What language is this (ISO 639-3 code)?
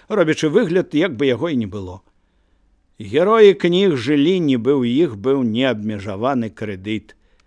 bel